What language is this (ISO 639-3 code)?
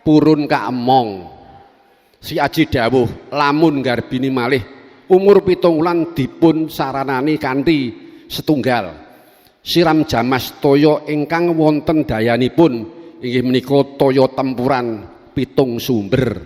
jav